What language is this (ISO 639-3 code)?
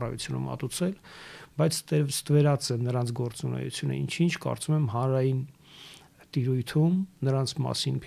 hye